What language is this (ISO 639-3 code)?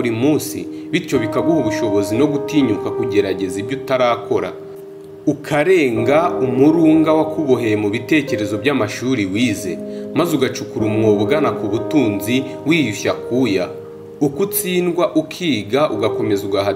kin